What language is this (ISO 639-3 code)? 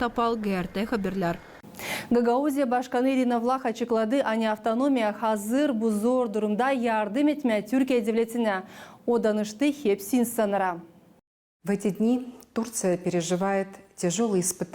gag